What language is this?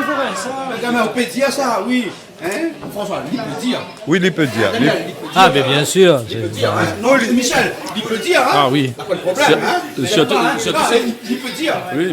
Réunion Creole French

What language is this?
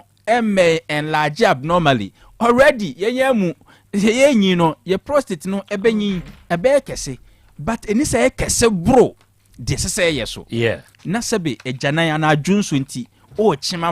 Akan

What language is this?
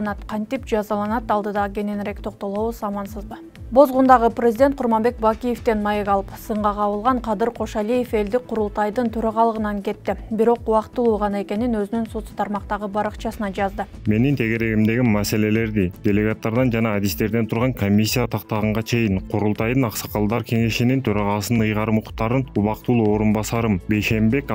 Kyrgyz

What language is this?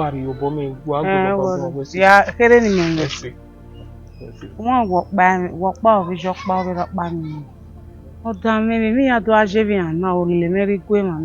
Bini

